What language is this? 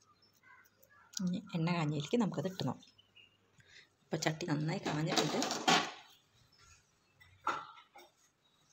Malayalam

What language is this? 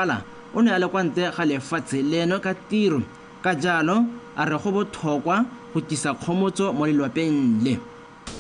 Tswana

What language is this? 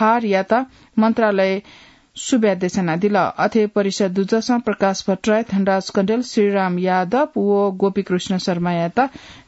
Newari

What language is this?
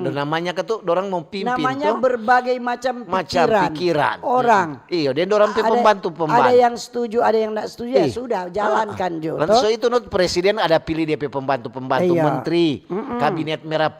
Manado Malay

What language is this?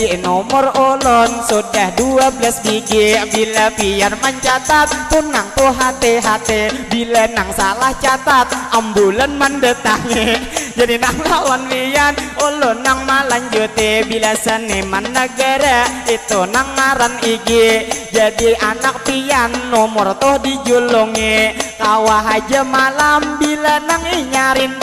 Banjar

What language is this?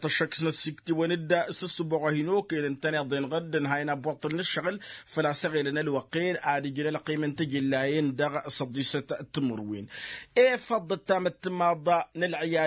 Tamasheq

